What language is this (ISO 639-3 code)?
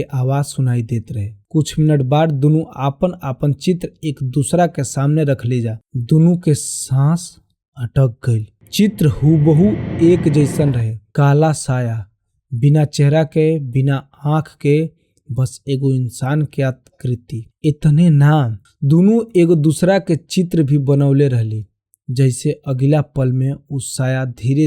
bho